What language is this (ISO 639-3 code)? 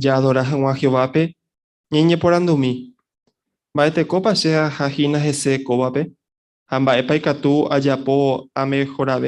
grn